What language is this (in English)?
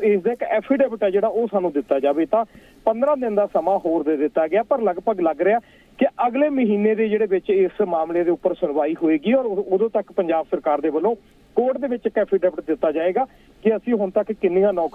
Punjabi